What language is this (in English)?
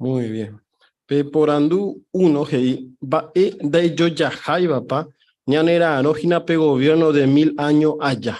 Guarani